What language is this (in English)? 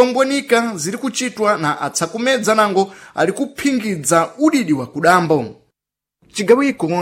Sena